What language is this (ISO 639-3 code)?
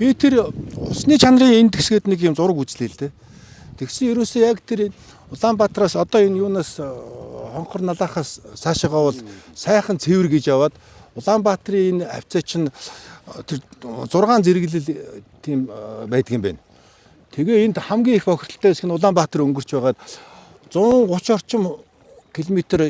mon